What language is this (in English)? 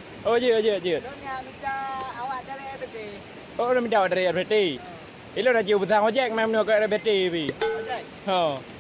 Achinese